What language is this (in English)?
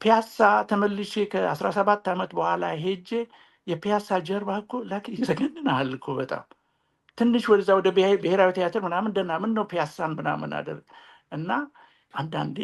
Amharic